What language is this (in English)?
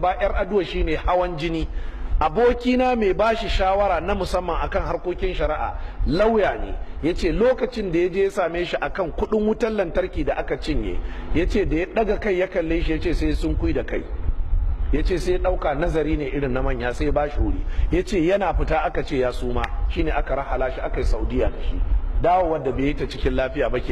Hausa